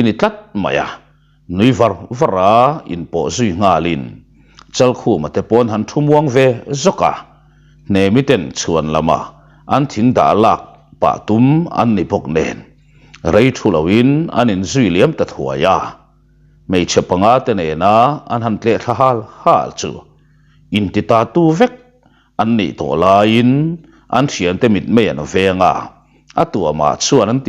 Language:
Mizo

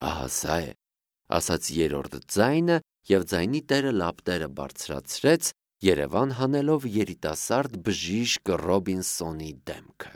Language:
Armenian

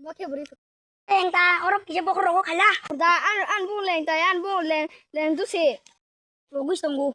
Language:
Kok Borok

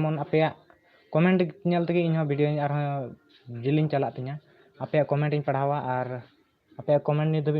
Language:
Santali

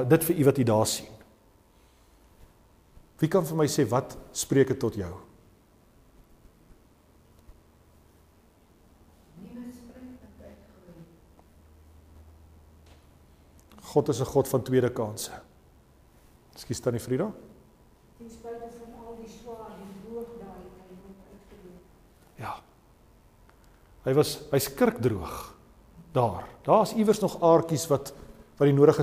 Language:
Afrikaans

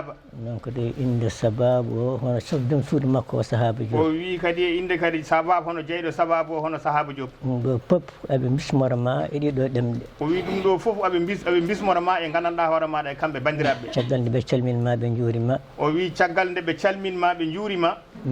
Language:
Fula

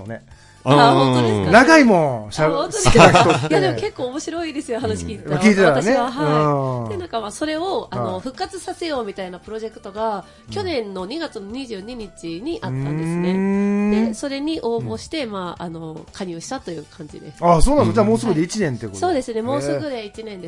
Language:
Japanese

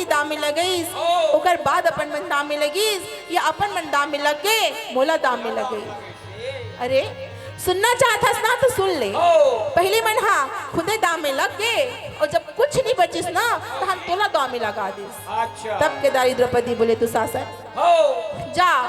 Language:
Chhattisgarhi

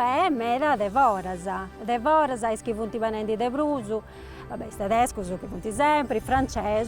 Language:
Sardinian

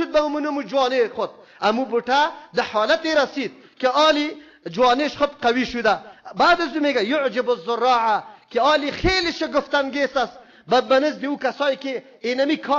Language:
Persian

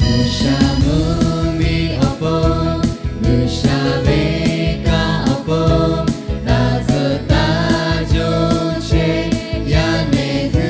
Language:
Lahu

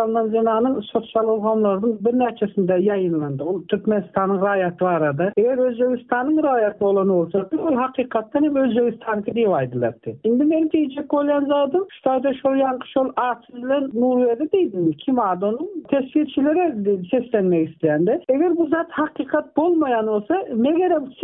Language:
Turkmen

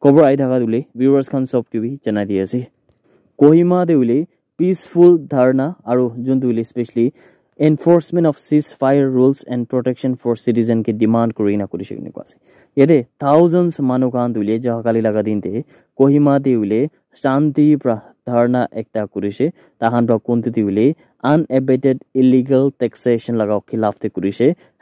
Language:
Naga Pidgin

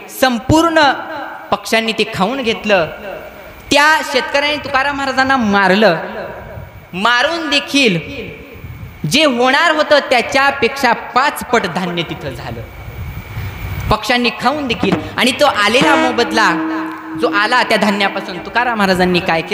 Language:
Marathi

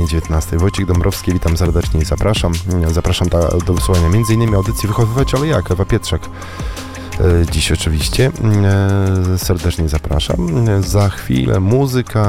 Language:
Polish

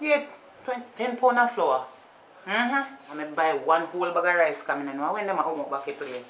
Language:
Jamaican Creole English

